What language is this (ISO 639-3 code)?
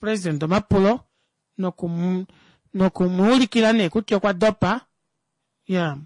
kua